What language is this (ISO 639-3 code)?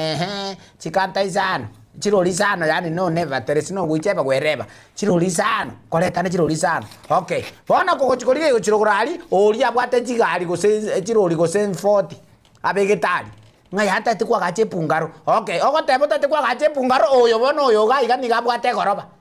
guz